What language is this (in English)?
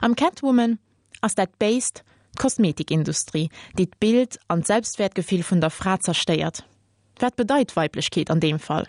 Luxembourgish